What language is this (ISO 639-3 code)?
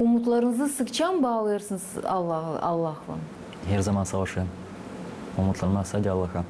gag